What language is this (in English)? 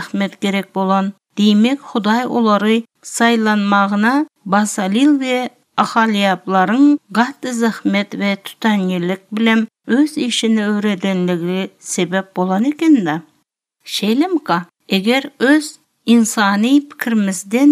Turkmen